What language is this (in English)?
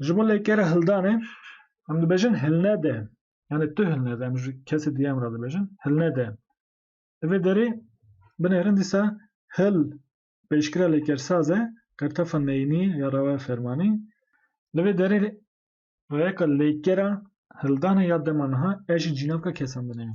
Kurdish